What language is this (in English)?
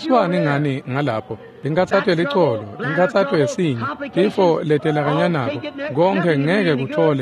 Swati